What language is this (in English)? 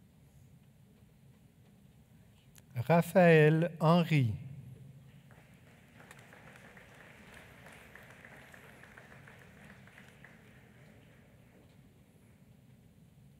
French